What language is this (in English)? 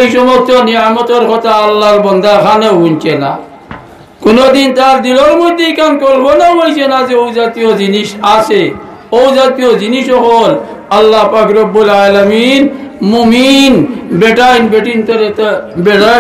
Sylheti